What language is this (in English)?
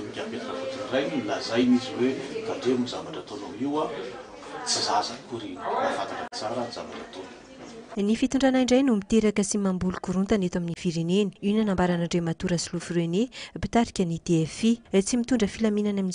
Malagasy